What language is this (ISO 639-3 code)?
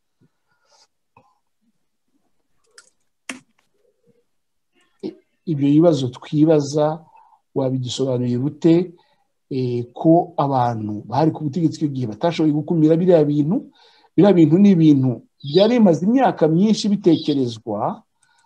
kin